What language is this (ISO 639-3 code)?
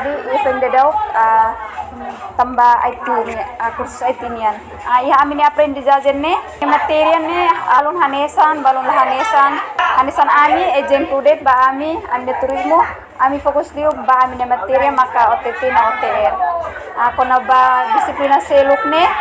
tet